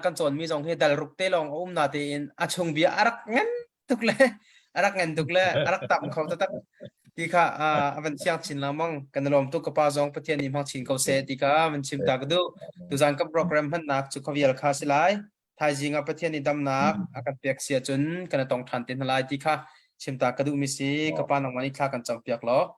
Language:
Hakha Chin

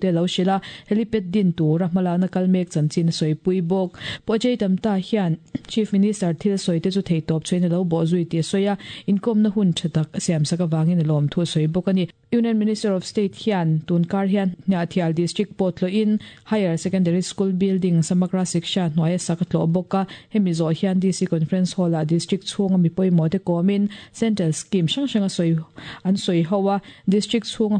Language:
Mizo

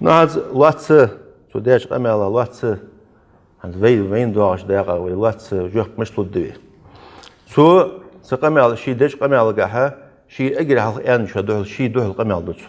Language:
Ingush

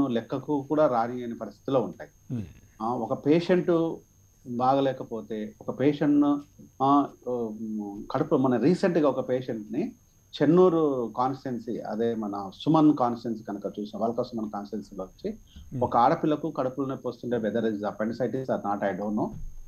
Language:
Telugu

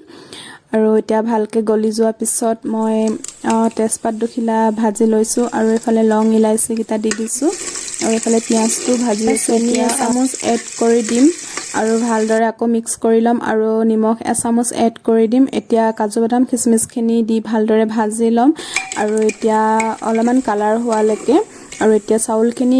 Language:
Assamese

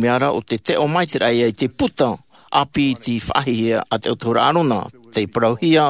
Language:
Tahitian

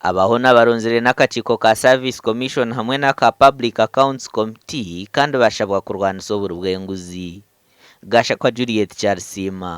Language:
Nyankole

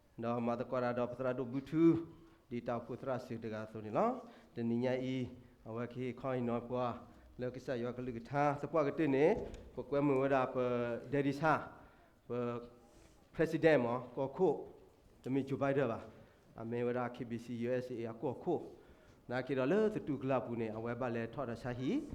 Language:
S'gaw Karen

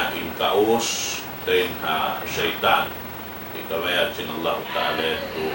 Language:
Tausug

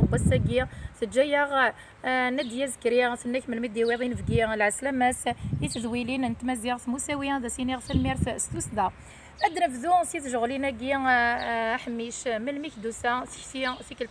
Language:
Kabyle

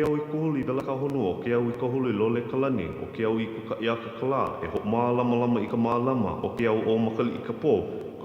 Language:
Hawaiian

